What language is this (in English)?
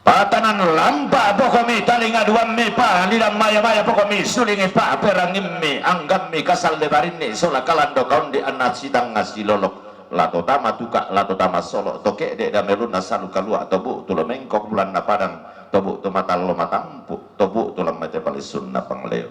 Toraja-Sa'dan